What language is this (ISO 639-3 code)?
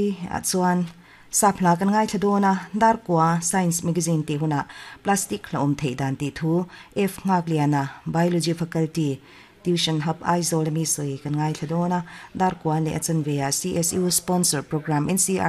lus